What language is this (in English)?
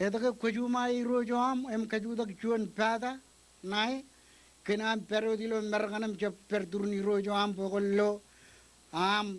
Marshallese